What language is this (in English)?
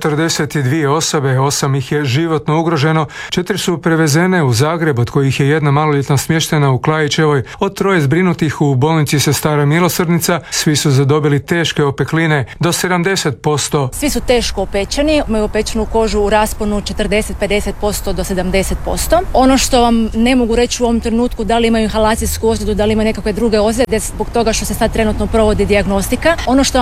Croatian